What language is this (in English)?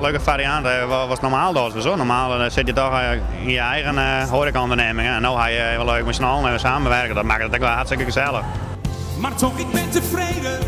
Western Frisian